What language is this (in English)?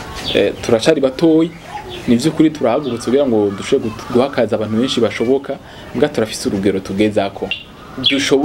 Rundi